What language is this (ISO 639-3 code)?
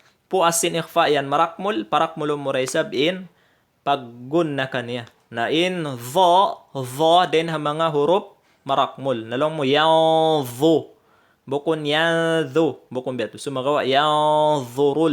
tsg